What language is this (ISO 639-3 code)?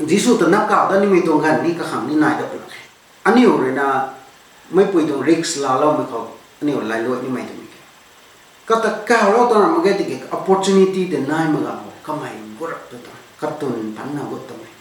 nbu